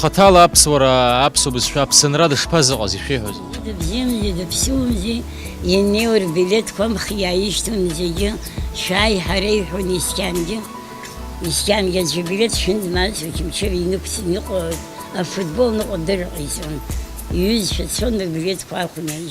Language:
Abkhazian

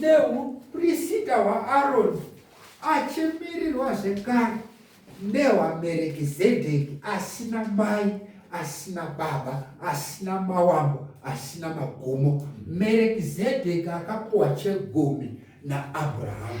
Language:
Shona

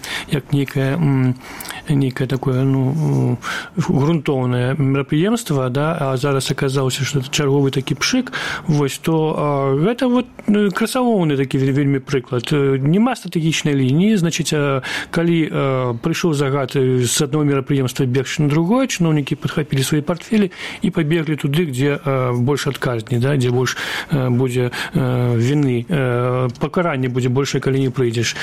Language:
Belarusian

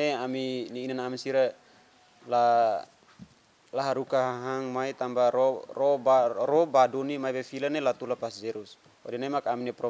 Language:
Tetum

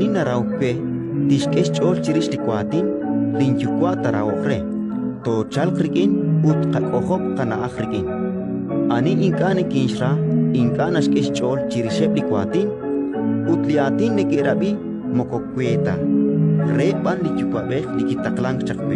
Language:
Kekchí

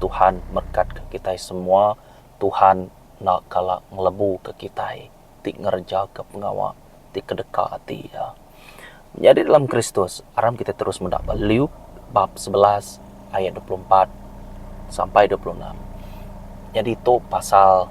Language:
Iban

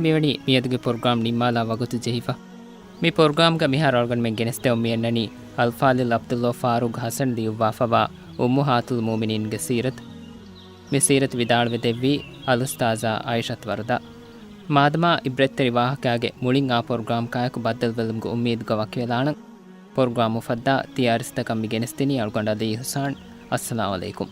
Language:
Divehi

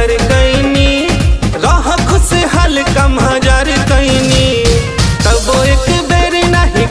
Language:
Bhojpuri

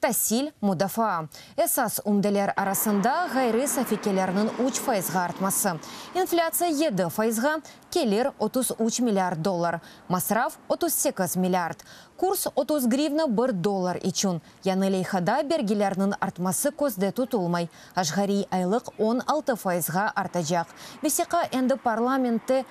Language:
Crimean Tatar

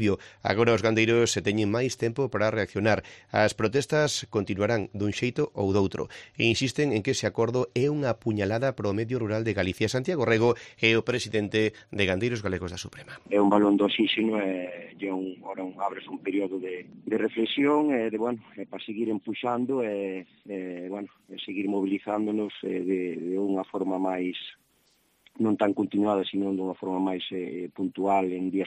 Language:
Galician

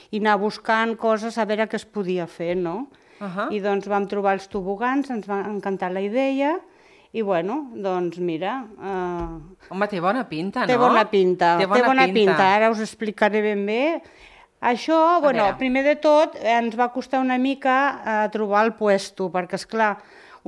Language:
Catalan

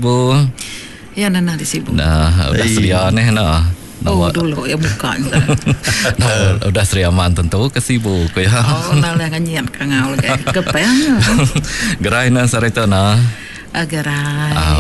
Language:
Iban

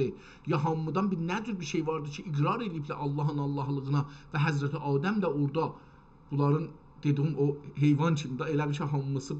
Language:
South Azerbaijani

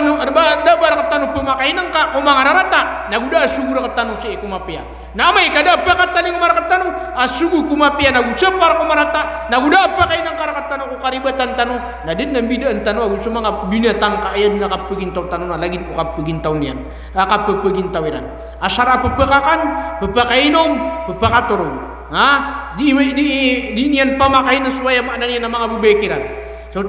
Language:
Maranao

